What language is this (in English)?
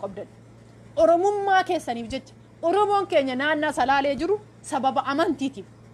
Oromo